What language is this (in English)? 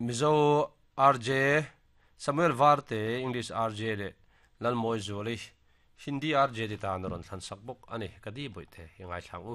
Mizo